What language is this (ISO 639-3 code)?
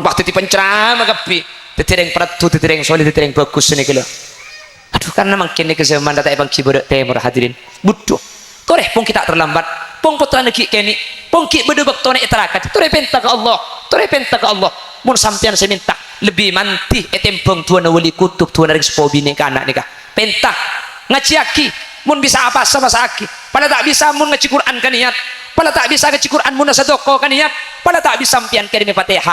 mad